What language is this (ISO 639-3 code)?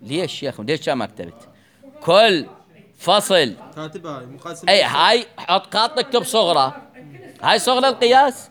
acm